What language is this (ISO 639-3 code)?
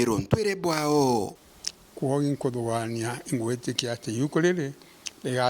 mer